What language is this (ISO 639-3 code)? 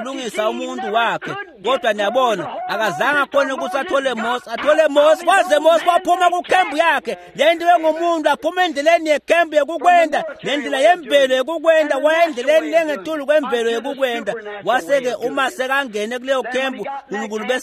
ssw